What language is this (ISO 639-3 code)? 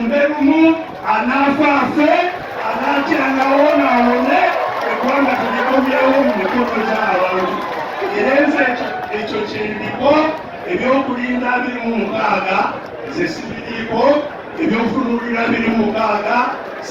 lug